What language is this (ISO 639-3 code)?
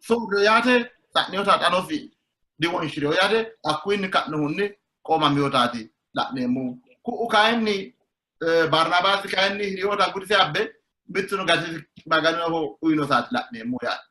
sid